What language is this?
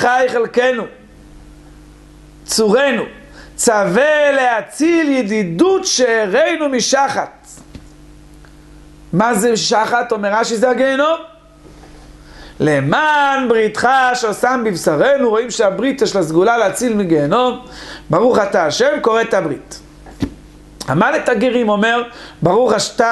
Hebrew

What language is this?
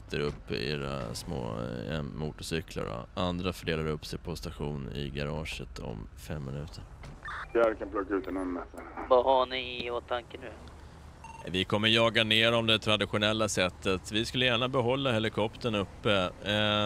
Swedish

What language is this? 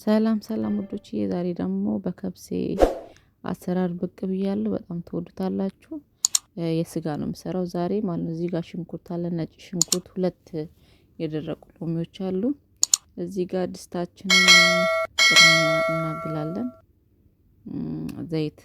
Amharic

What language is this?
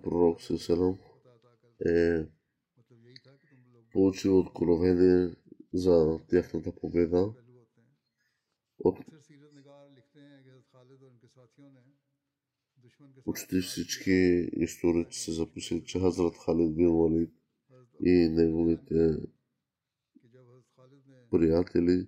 Bulgarian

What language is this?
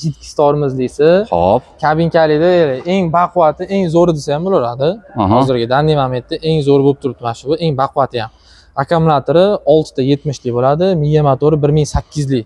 Uzbek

